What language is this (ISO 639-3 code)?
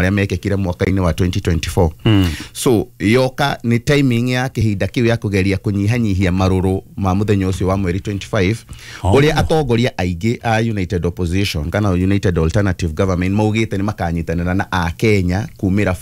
kik